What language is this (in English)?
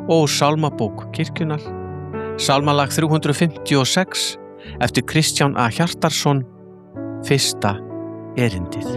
Icelandic